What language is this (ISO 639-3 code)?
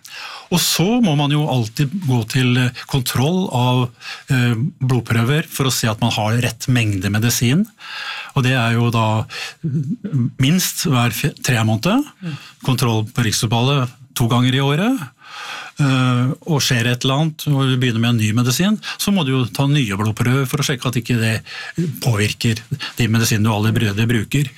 nor